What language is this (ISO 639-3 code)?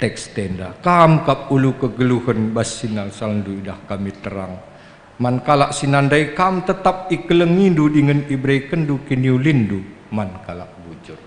btx